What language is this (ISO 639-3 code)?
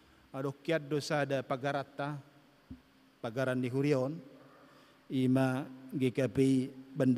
bbc